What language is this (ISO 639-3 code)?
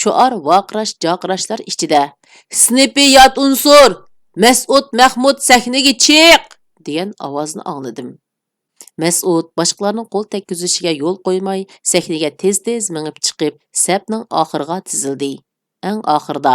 uig